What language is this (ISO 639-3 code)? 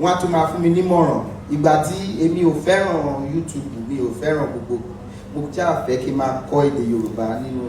yor